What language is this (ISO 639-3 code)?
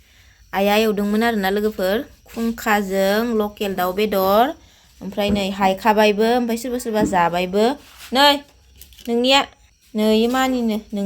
brx